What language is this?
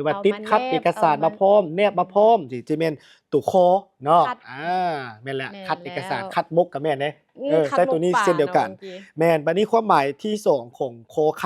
Lao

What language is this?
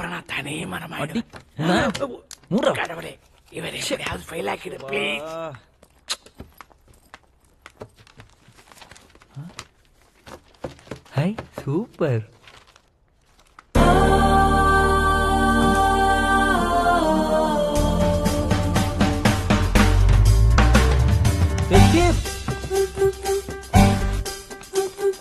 Tamil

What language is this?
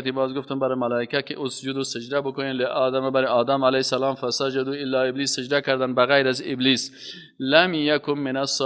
Persian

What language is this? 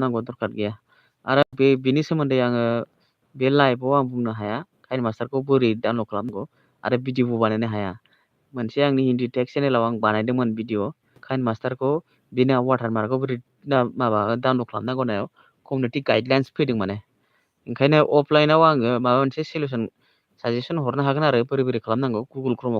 Bodo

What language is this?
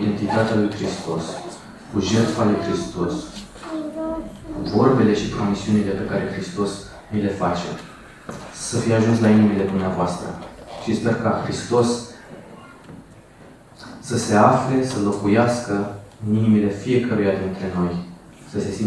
Romanian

